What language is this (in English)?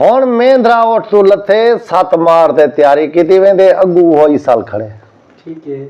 Saraiki